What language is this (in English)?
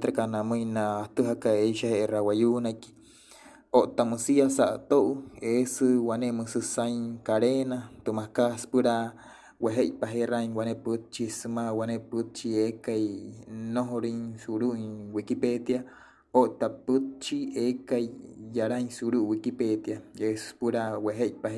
Wayuu